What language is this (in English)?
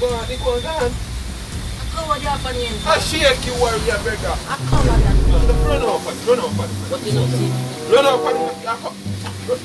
Jamaican Creole English